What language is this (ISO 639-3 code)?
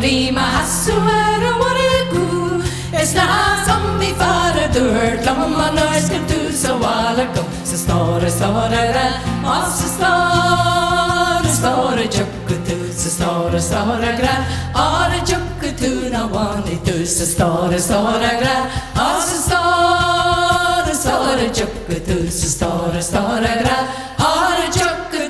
gle